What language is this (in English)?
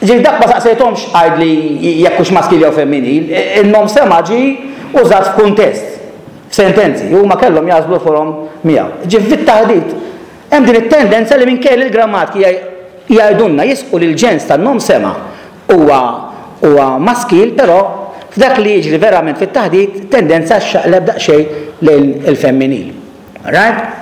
Maltese